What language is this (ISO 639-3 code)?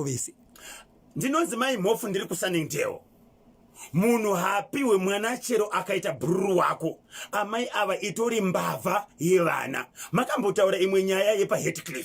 sna